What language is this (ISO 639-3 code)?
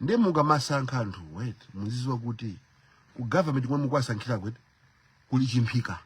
nya